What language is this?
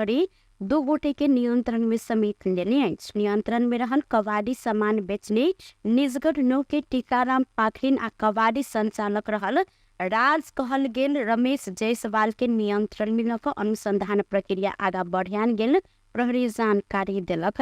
Maithili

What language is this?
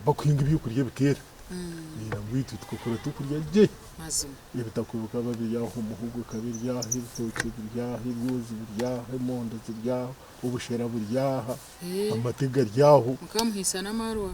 Nyankole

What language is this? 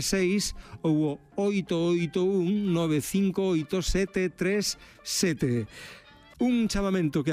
Galician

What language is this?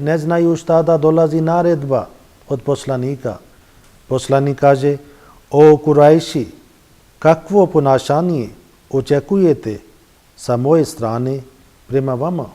Bosnian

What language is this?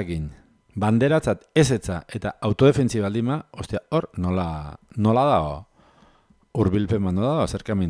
Basque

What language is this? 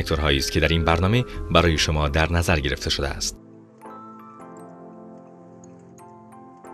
Persian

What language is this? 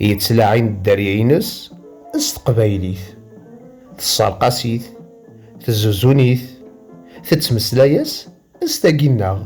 Kabyle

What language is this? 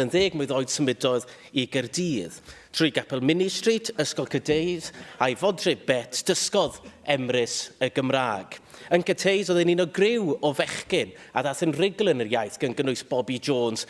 Welsh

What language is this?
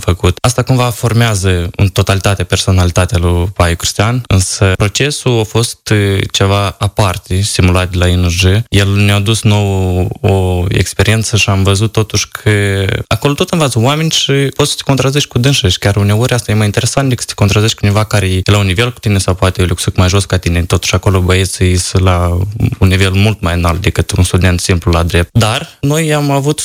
Romanian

